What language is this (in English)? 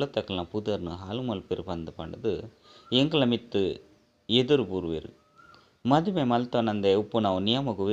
Tulu